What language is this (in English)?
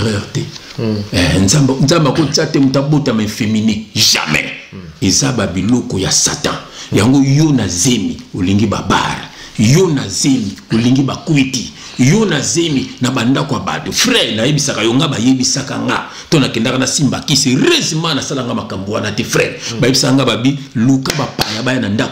Lingala